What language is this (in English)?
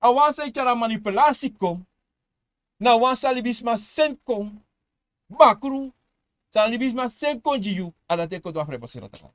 Sranan Tongo